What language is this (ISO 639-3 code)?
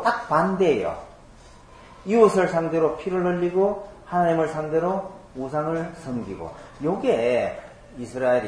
kor